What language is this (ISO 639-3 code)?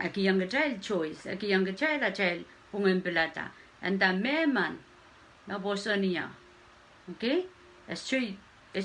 pon